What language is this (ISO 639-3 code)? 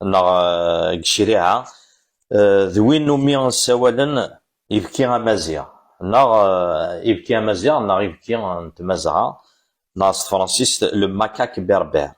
kab